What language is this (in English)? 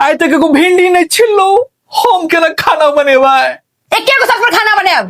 Maithili